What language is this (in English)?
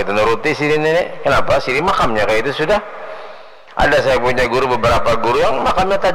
Banjar